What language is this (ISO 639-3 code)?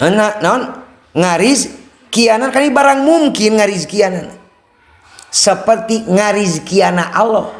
sun